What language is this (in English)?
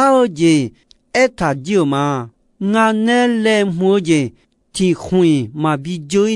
Akha